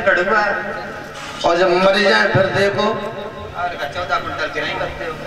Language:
Bhojpuri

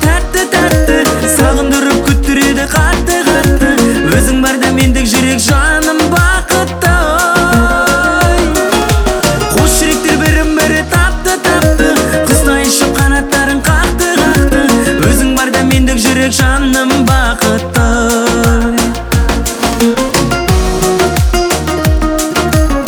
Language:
Kazakh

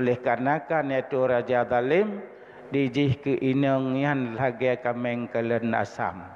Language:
Achinese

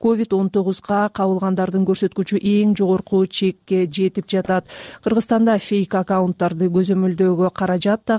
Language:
Kyrgyz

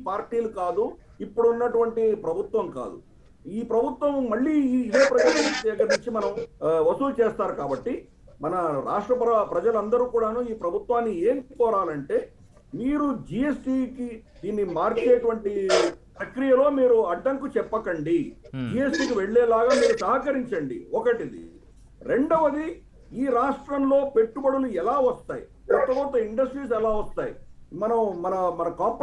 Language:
Telugu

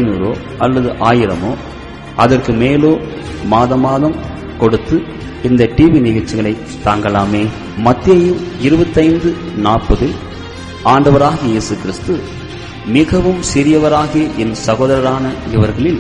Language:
Tamil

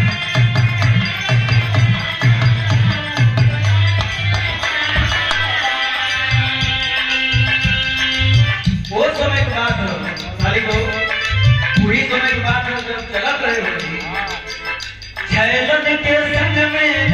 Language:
Bhojpuri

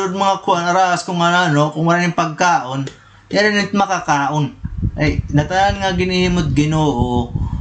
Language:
Waray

